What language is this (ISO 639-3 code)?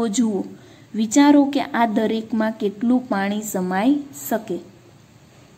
guj